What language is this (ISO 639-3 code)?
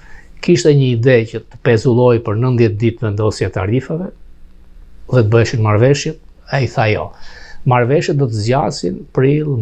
sqi